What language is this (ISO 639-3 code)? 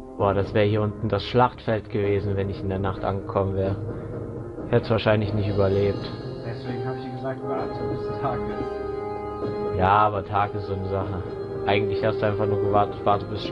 deu